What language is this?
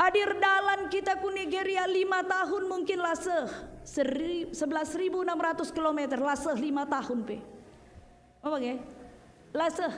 Batak Karo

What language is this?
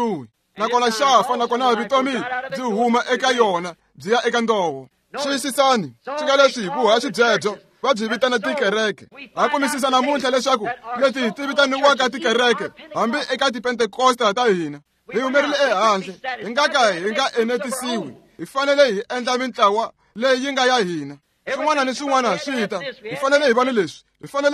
Tsonga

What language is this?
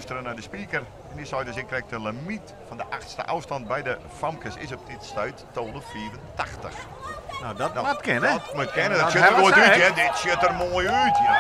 Western Frisian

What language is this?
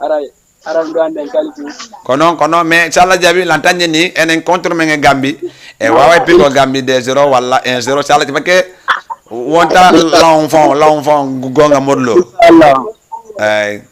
Fula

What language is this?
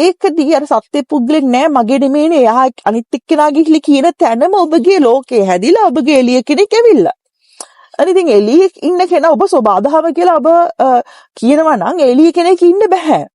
Sinhala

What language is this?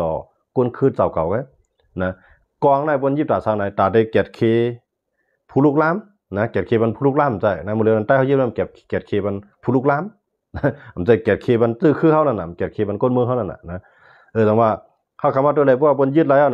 Shan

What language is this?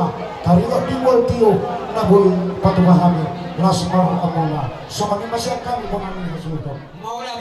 Batak Toba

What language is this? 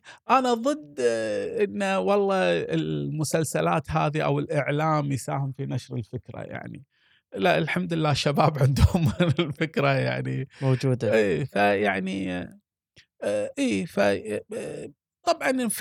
Gulf Arabic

